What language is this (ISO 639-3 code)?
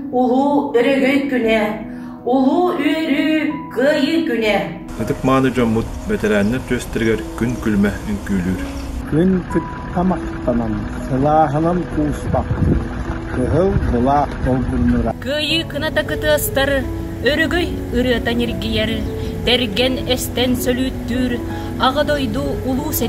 sah